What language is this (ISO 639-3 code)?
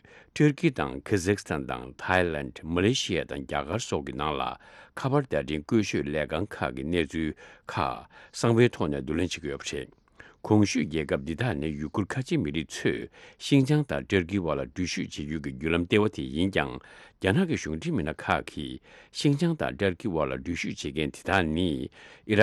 bod